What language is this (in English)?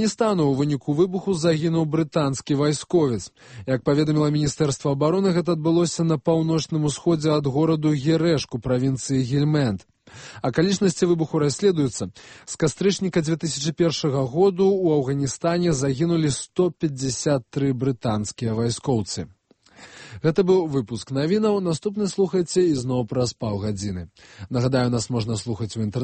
Belarusian